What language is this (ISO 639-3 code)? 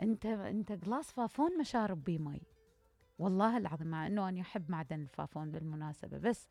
acm